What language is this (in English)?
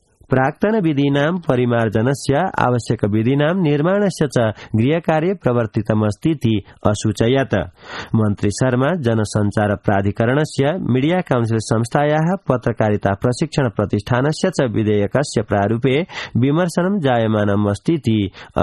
Sanskrit